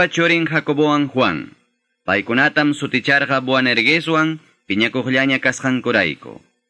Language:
Quechua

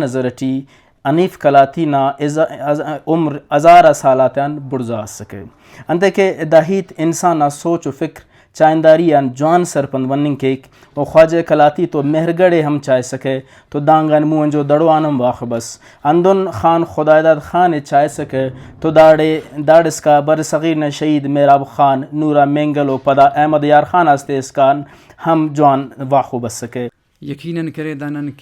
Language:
Brahui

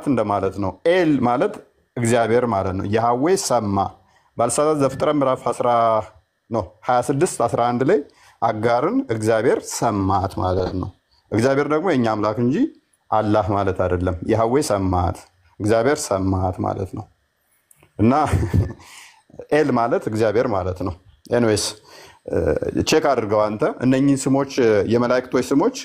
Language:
Amharic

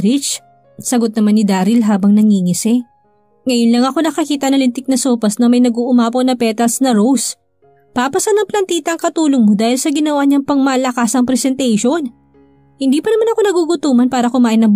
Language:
Filipino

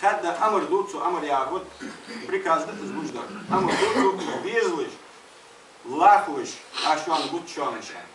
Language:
Ingush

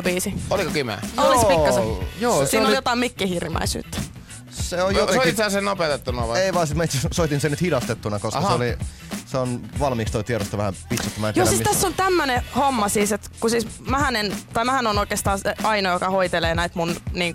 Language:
Finnish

